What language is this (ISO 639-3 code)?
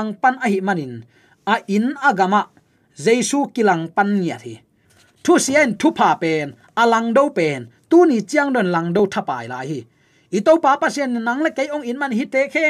ctd